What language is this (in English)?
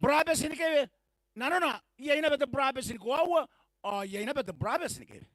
Gilbertese